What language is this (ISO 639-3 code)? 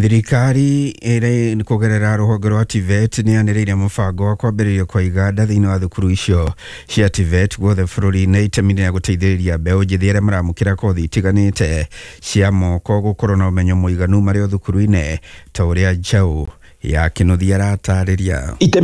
kik